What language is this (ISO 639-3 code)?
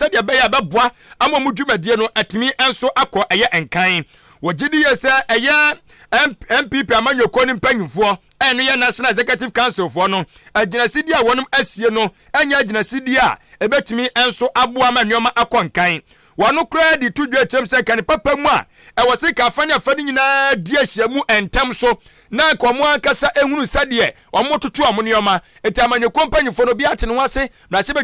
aka